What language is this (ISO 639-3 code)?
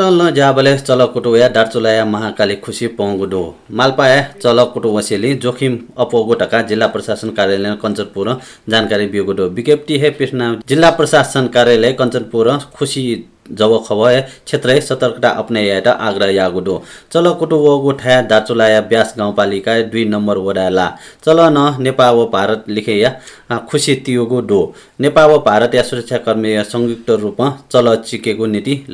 new